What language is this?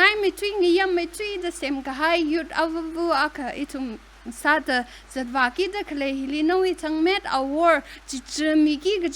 Tangkhul Naga (India)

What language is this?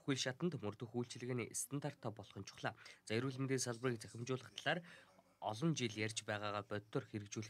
Mongolian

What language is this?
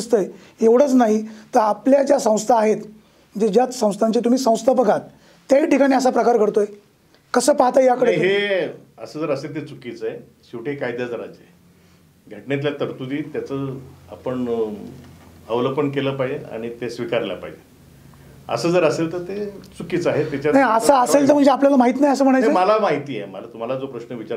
Marathi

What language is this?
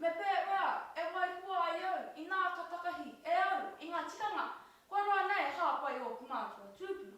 Māori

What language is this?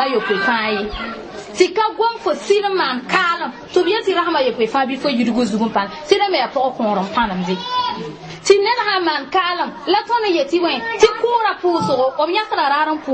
Mossi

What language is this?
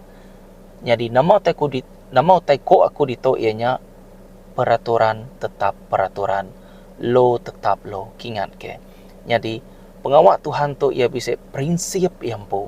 Iban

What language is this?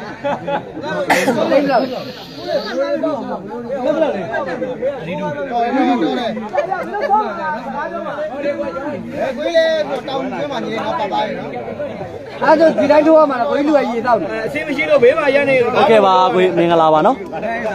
Burmese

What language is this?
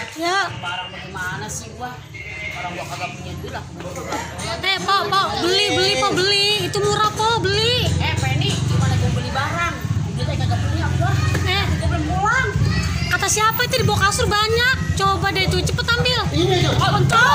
Betawi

